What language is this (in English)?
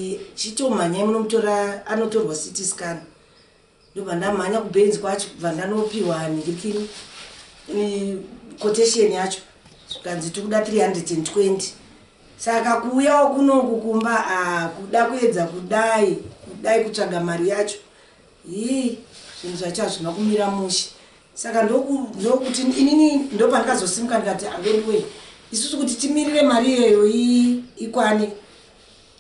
Shona